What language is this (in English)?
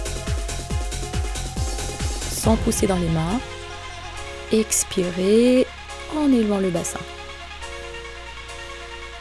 French